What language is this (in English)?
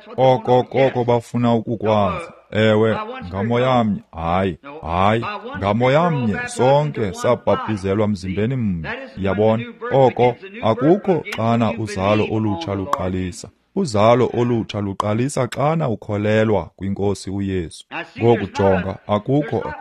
Xhosa